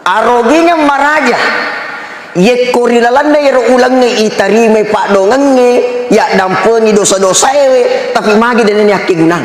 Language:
Buginese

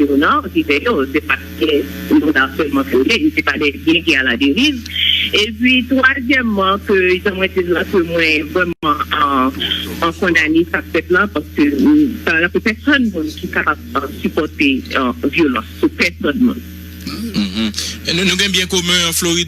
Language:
Haitian Creole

